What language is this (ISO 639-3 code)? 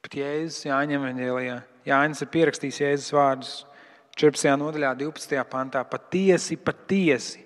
lav